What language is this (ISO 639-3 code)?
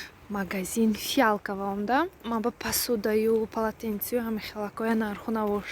tgk